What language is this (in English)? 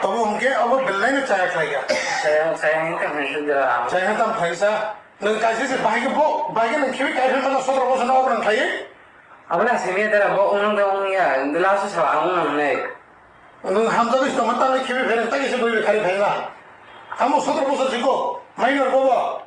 Kok Borok